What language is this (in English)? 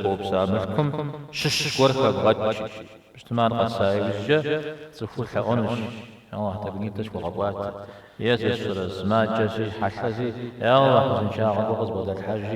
Kabardian